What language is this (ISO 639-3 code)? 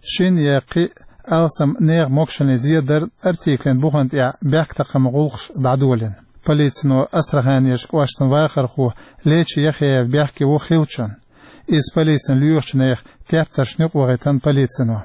che